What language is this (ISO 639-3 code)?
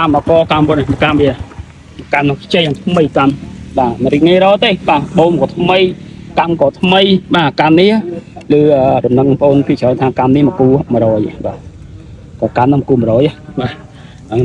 khm